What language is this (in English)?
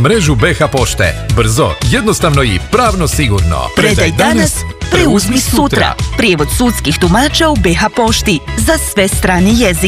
Bosnian